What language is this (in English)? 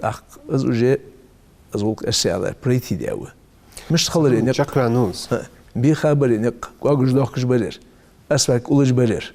Ingush